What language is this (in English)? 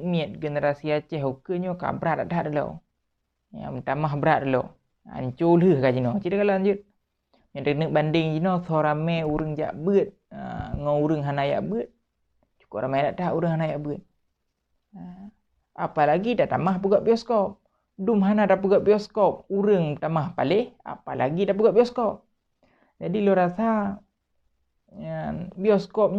Achinese